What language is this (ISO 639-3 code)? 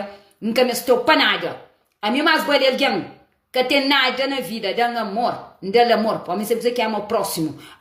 kea